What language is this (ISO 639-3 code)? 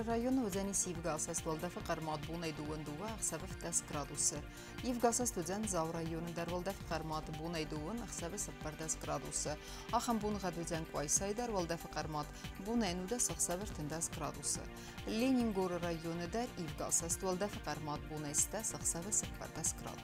oss